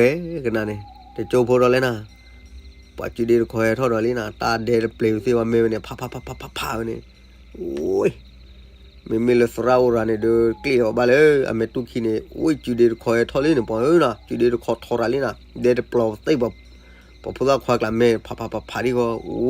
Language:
S'gaw Karen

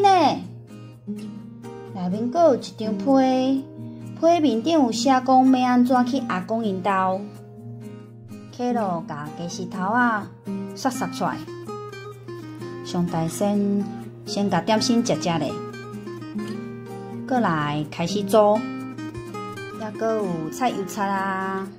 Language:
Min Nan Chinese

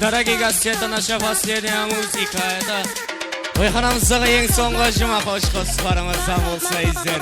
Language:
Kara-Kalpak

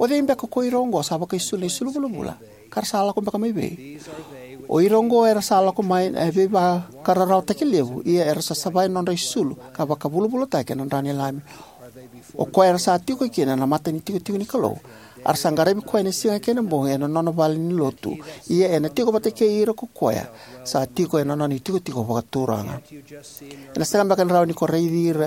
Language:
Fijian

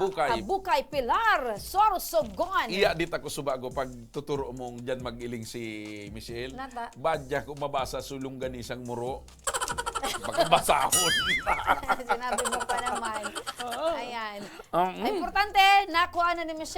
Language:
Bikol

